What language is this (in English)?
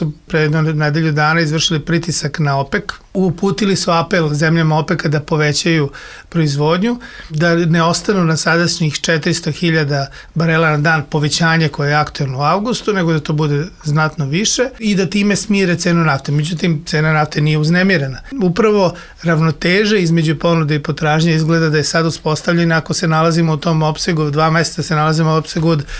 Serbian